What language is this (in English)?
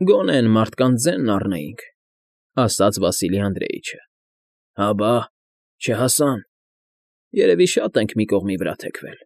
Armenian